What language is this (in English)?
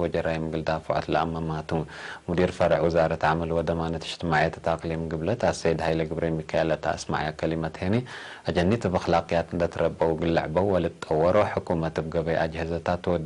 Tigre